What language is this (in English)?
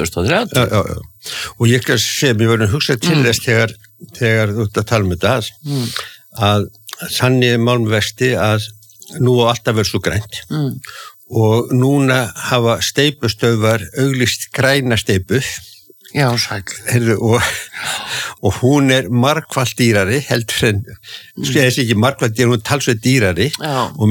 Icelandic